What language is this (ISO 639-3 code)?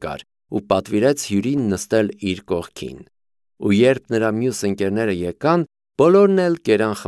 hye